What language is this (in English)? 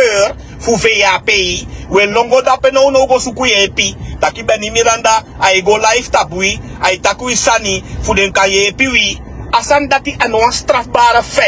Sranan Tongo